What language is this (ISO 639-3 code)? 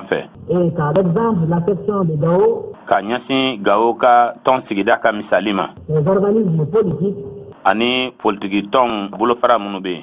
bam